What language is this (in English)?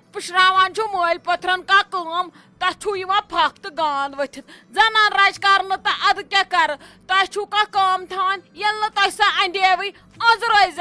Kashmiri